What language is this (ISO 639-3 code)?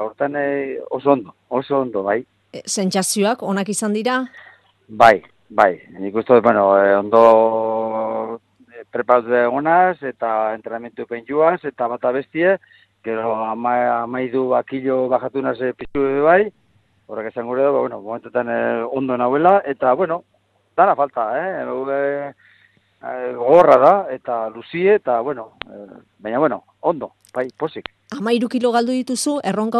eus